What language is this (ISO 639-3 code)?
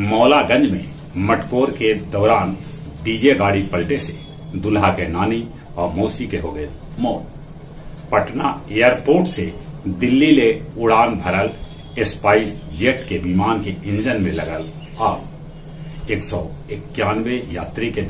mag